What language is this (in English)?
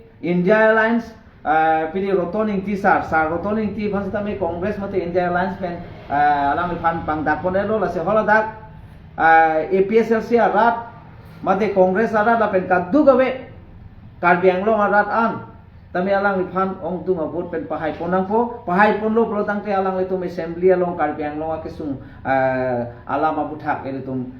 Karbi